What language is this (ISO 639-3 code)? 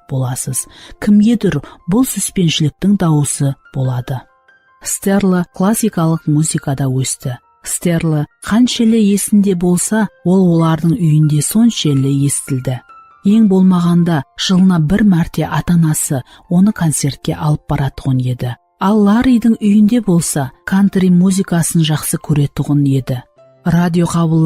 kaa